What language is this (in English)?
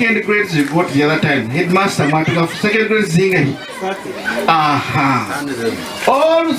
Nyankole